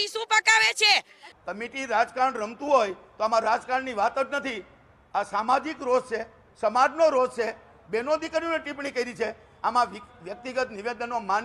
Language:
Gujarati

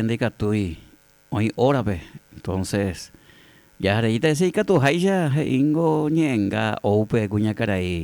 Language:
Guarani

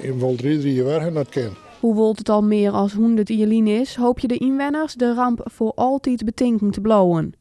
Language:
Western Frisian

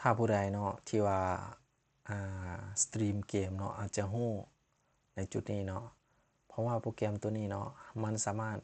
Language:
Lao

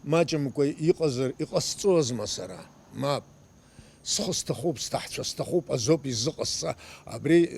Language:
Abkhazian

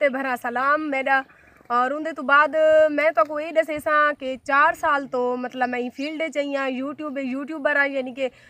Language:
Saraiki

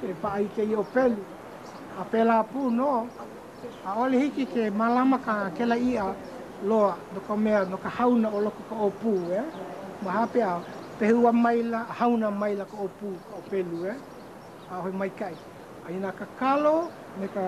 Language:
Hawaiian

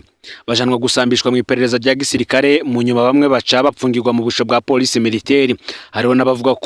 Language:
Rundi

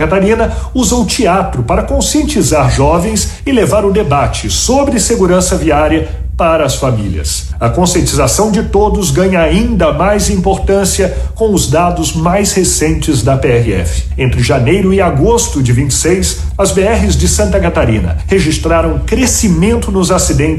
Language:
Portuguese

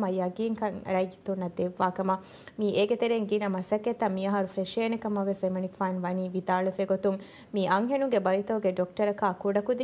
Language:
Divehi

